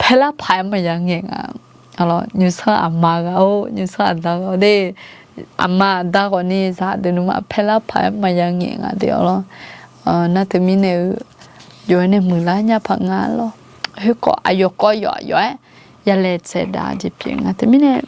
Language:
Akha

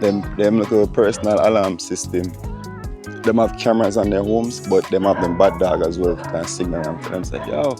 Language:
Jamaican Creole English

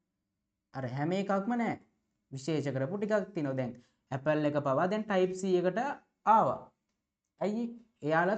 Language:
Sinhala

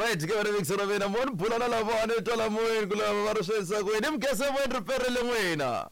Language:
Tsonga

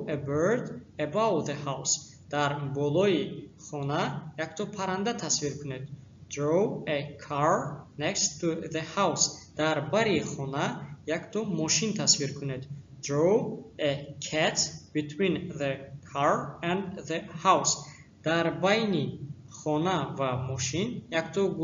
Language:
Tajik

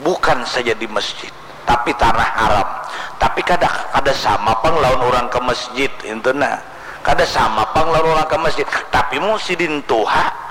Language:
Banjar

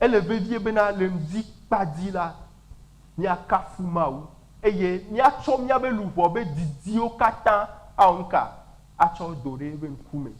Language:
Ewe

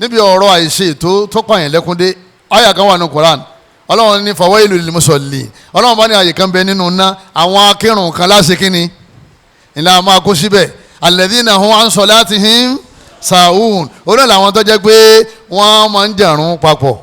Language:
Yoruba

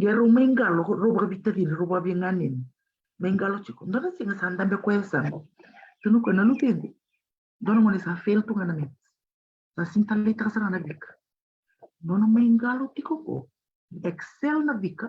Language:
Fijian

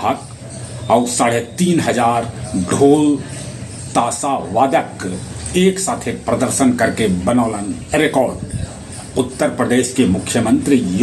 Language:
Magahi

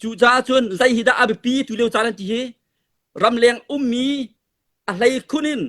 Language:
Hakha Chin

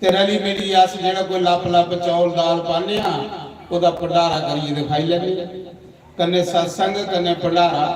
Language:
Dogri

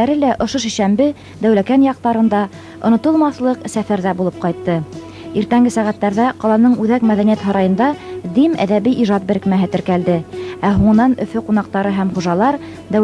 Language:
Bashkir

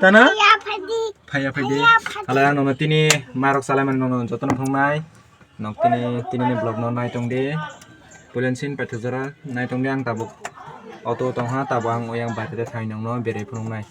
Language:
Kok Borok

